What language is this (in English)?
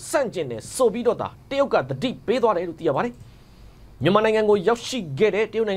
Burmese